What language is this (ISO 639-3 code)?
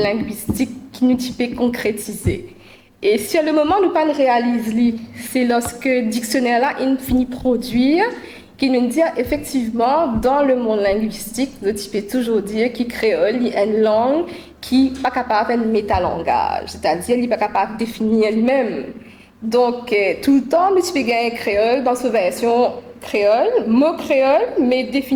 mfe